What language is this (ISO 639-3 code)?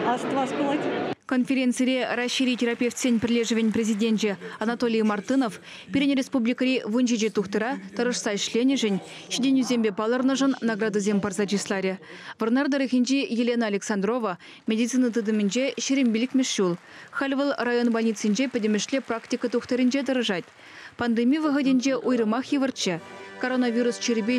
chv